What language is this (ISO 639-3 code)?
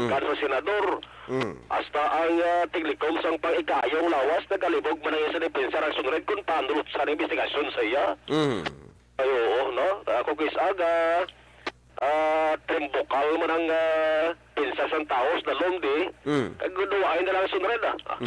hil